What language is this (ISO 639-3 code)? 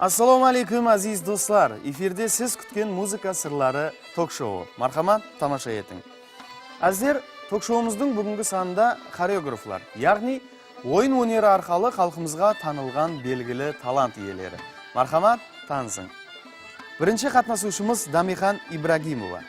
kaa